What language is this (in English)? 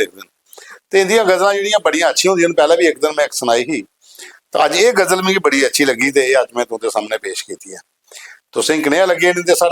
Dogri